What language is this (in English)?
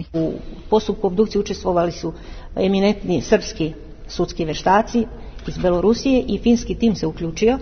Serbian